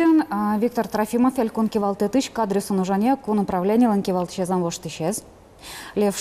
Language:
Udmurt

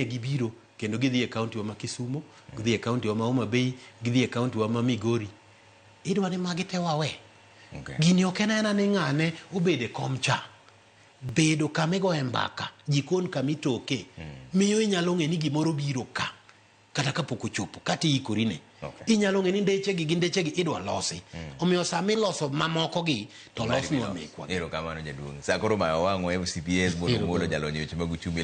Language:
Luo (Kenya and Tanzania)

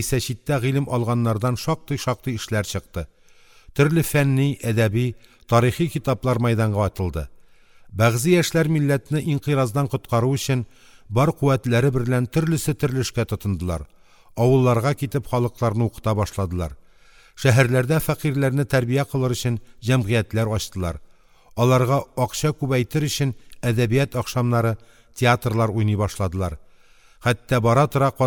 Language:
Tatar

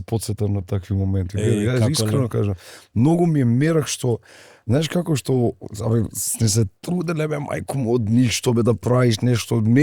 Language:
Macedonian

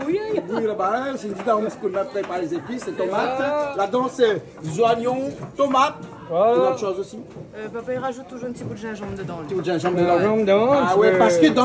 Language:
Réunion Creole French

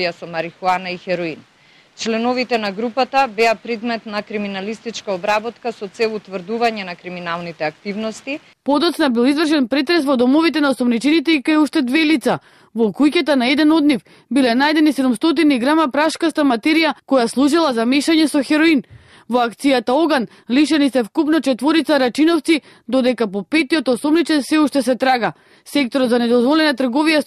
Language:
Macedonian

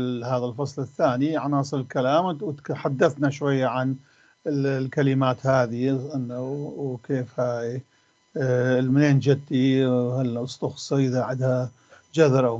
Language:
North Levantine Arabic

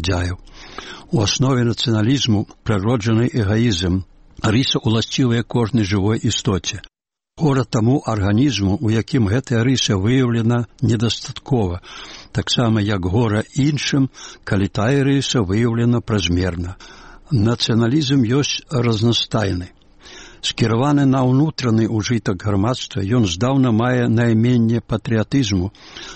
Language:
Belarusian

